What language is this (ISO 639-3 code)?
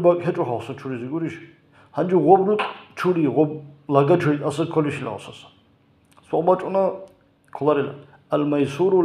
ava